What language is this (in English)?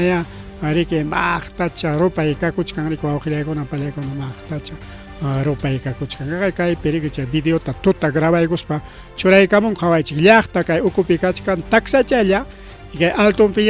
Ayacucho Quechua